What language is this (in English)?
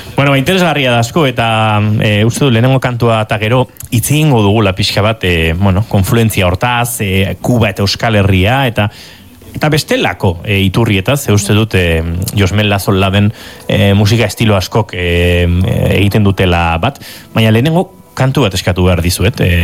Basque